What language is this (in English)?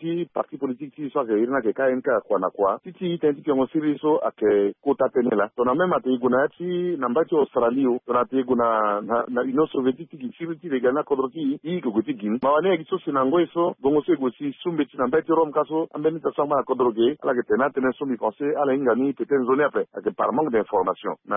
Sango